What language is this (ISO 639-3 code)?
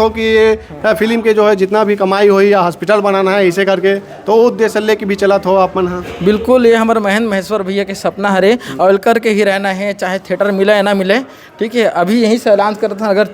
hne